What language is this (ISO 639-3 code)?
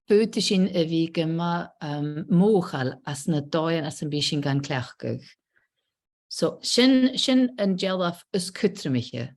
gla